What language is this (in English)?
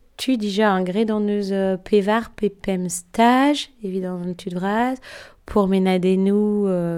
Breton